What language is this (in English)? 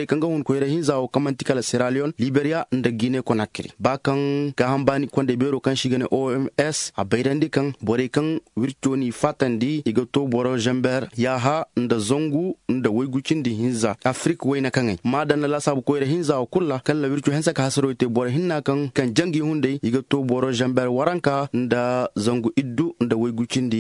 Zarma